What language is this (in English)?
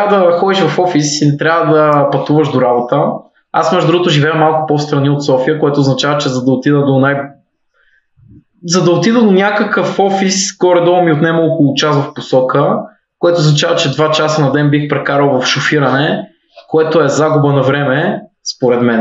Bulgarian